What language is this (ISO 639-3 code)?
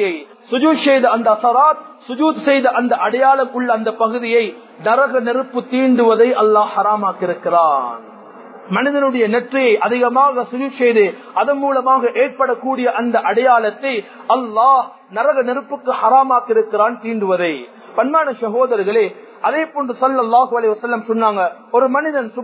tam